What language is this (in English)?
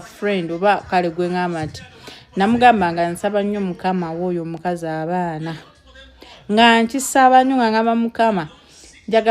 Ganda